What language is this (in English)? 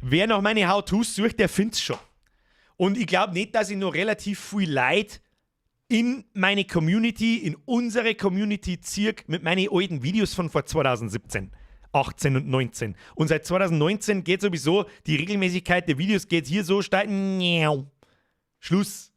Bavarian